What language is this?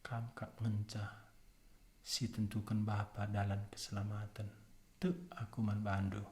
Batak Karo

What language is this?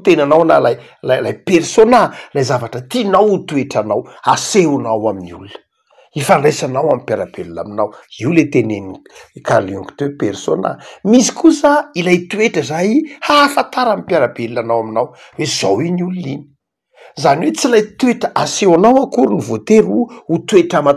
Malagasy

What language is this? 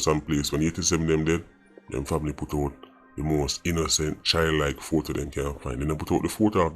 Jamaican Creole English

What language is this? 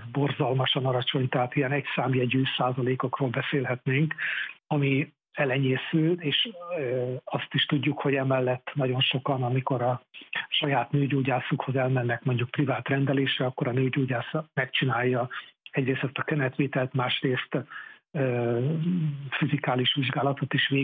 Hungarian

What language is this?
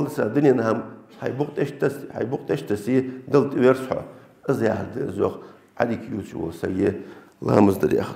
Ingush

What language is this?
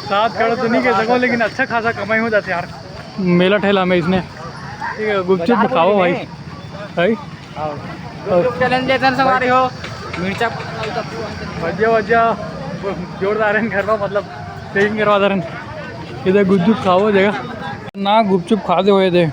Chhattisgarhi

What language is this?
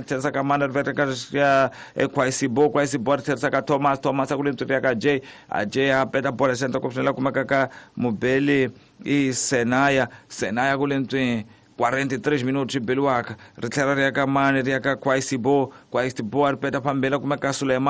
Tsonga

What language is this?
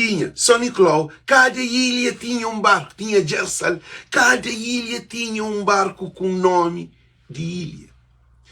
Kabuverdianu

